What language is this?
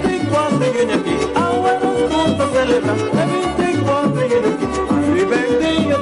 Papiamento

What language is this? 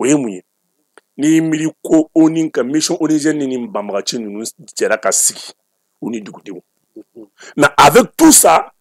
Bambara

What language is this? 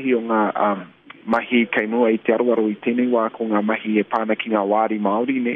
Māori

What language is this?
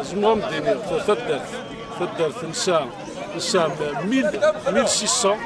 Kabyle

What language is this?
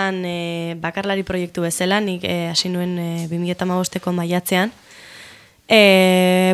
Basque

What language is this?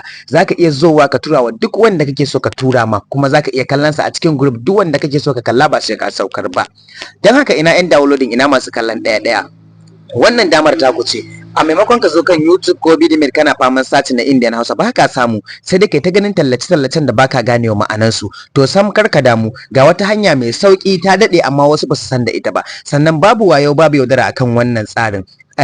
Hausa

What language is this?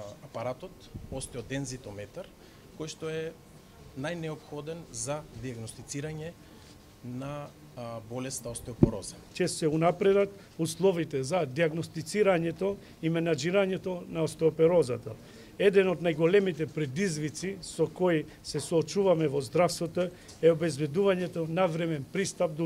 Macedonian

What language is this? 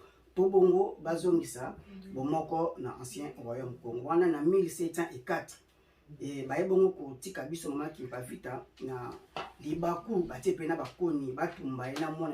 Lingala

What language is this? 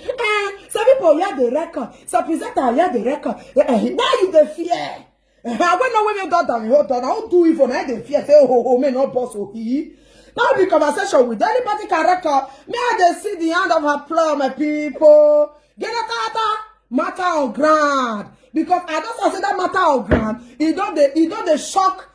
Nigerian Pidgin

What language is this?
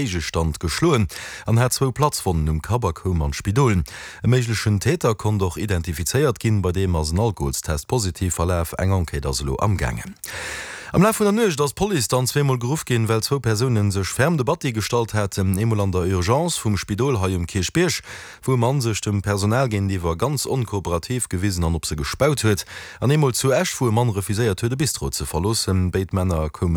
Luxembourgish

